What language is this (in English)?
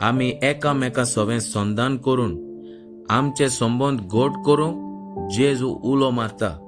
Konkani